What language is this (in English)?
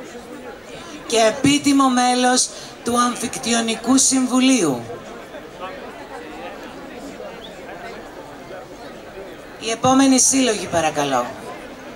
Greek